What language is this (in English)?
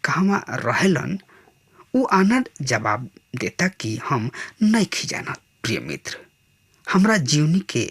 Bhojpuri